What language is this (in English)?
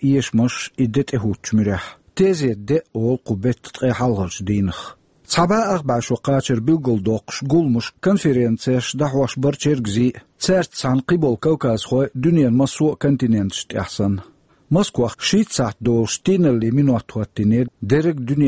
Chechen